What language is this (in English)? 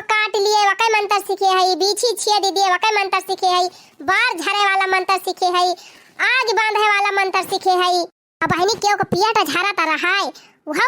Awadhi